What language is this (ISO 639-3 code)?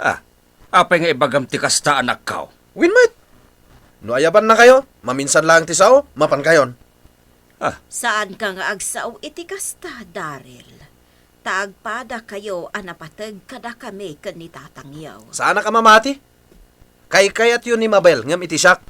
ilo